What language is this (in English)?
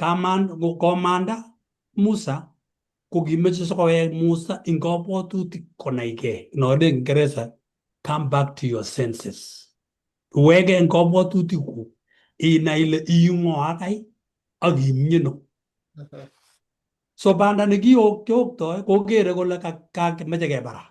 Kalenjin